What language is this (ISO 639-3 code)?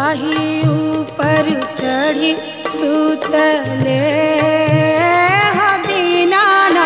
bho